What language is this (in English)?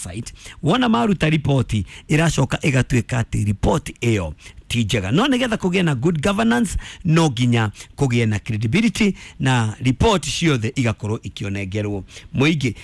Kikuyu